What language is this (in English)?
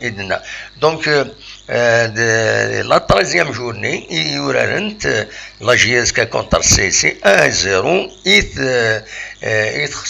Kabyle